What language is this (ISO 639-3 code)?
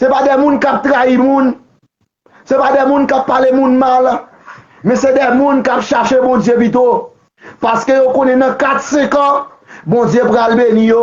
hat